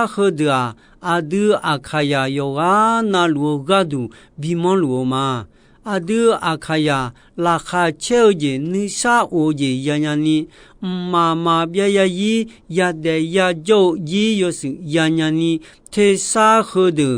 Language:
Akha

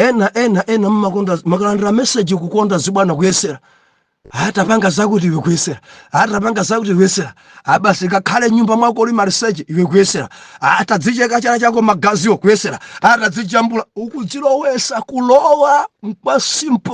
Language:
Nyanja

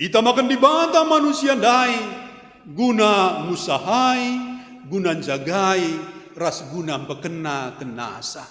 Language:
Batak Karo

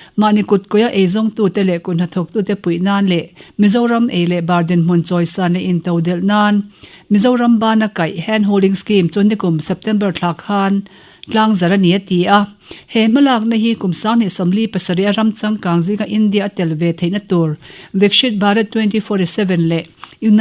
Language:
Mizo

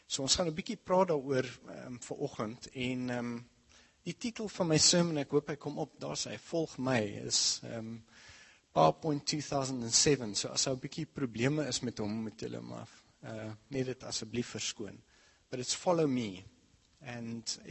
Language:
Afrikaans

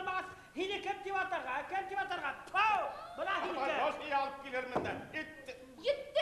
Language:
Bashkir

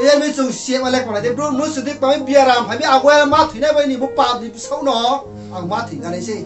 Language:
Riang (India)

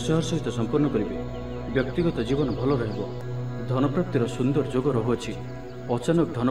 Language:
Odia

